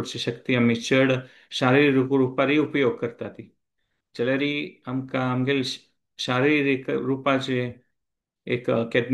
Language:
Konkani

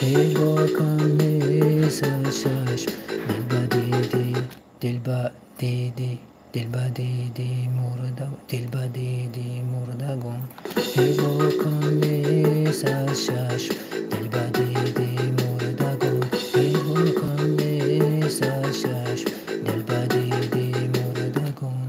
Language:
Tajik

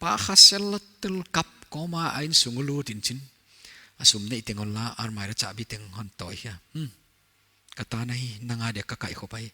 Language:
Paite Chin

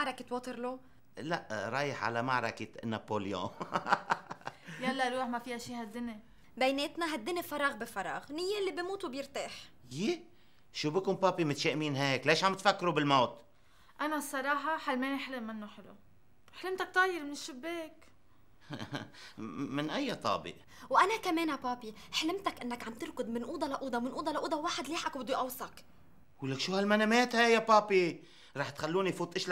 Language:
North Levantine Arabic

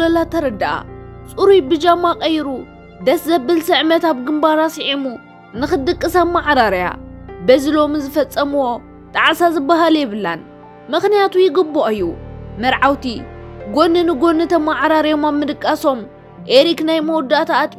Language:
Tigrinya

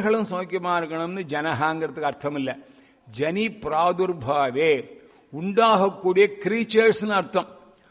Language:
Tamil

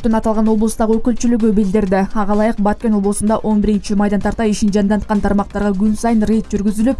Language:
Kyrgyz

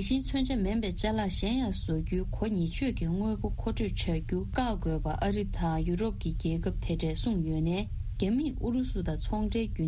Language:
Tibetan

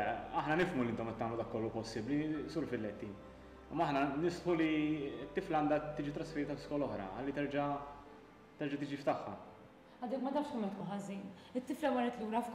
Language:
Maltese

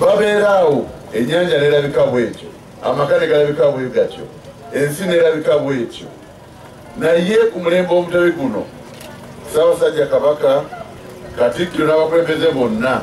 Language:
Ganda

